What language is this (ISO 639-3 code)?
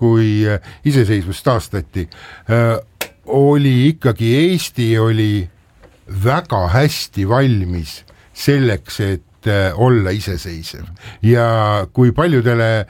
est